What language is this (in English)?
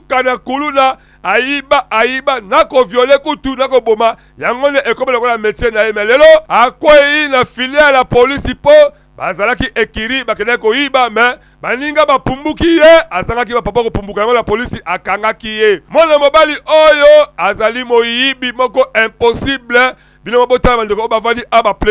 Lingala